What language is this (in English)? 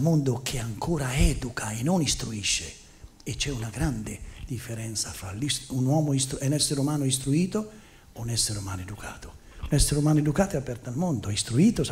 Italian